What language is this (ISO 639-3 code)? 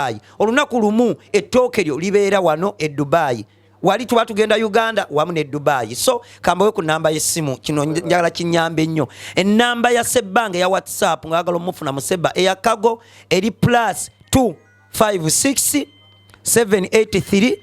lug